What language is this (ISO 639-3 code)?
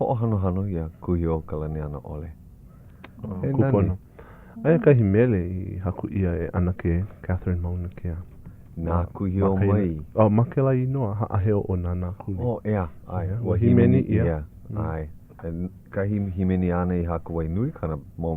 haw